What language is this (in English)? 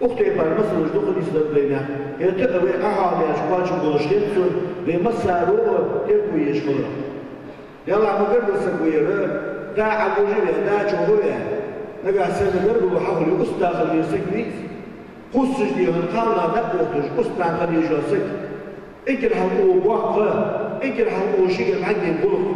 Ingush